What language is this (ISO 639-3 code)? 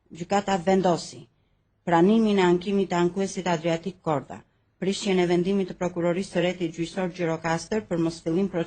sqi